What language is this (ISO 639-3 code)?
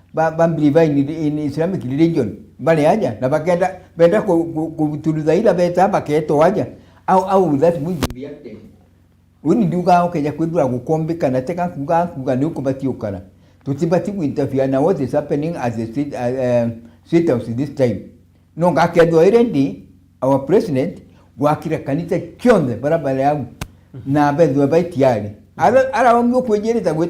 mer